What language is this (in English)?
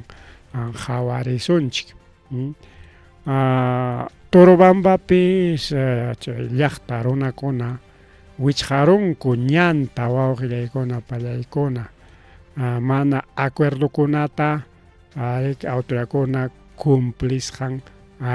Ayacucho Quechua